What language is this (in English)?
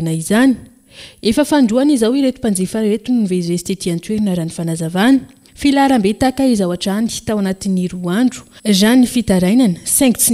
Malagasy